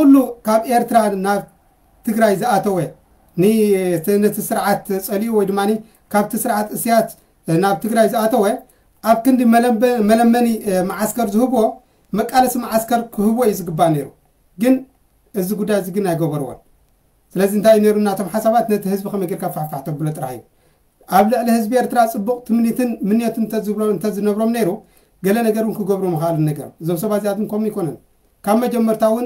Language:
Tigrinya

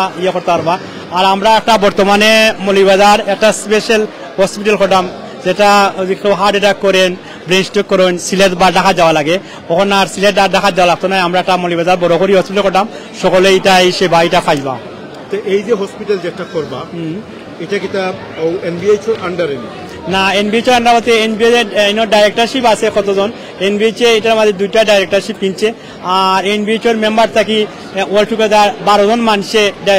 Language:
Sylheti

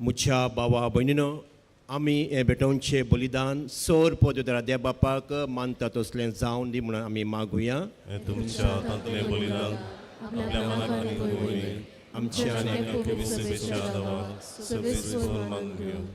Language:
Konkani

